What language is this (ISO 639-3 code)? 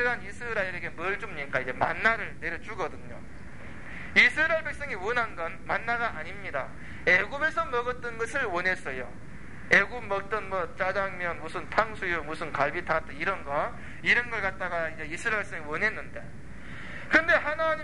kor